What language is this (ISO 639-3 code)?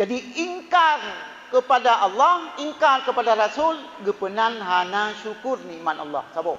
ace